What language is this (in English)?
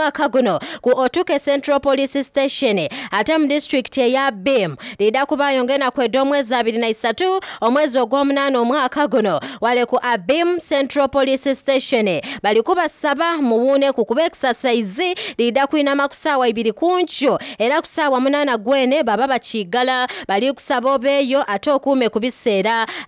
Soga